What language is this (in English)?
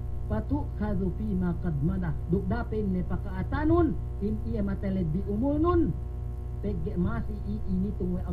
Yakan